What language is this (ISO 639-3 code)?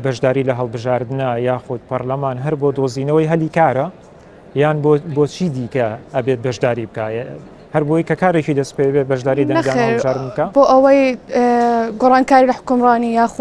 ckb